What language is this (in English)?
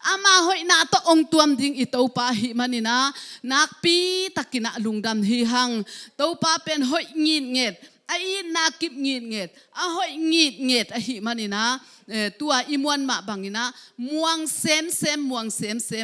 Tedim Chin